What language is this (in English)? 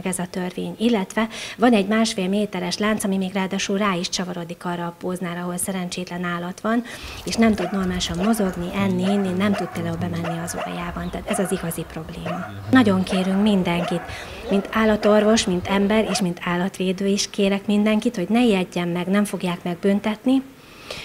Hungarian